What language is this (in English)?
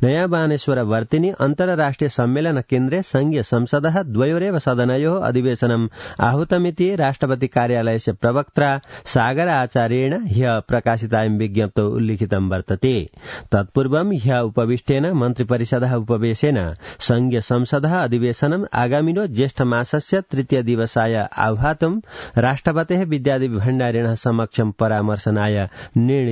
Sanskrit